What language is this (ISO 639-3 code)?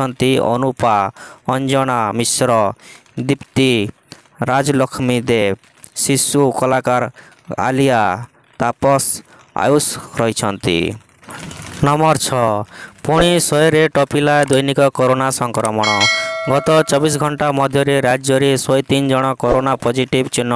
ori